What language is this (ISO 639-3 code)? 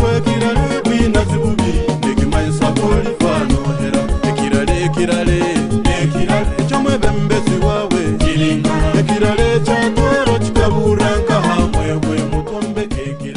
nyo